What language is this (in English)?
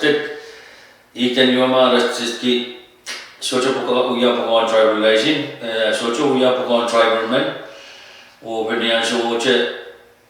Pohnpeian